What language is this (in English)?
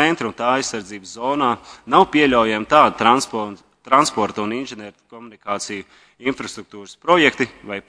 Latvian